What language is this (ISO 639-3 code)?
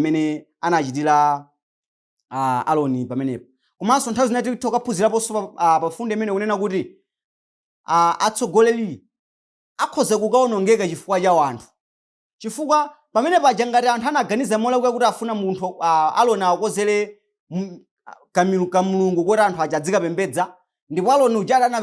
nya